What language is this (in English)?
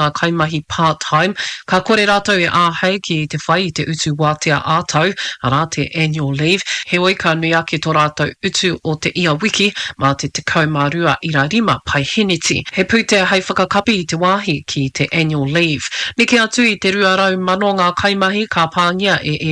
Māori